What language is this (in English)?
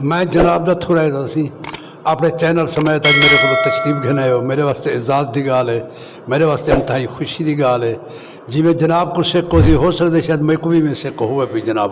Saraiki